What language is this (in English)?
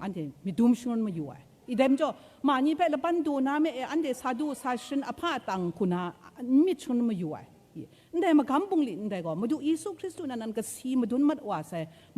Kachin